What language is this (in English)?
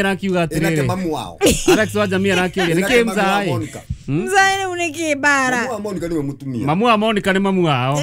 Kikuyu